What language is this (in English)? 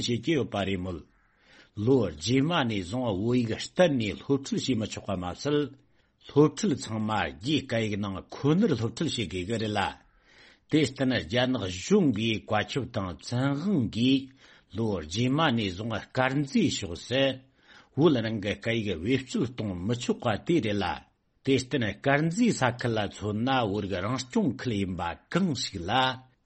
Tibetan